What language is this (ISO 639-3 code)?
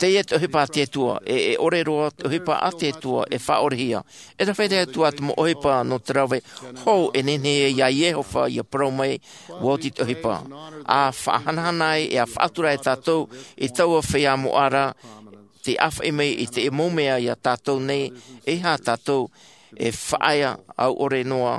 tah